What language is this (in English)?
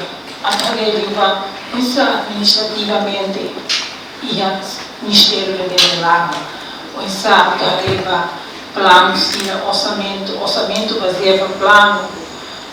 Tetum